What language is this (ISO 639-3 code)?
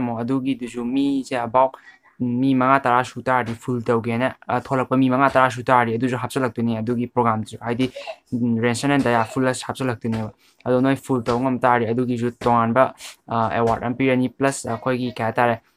mni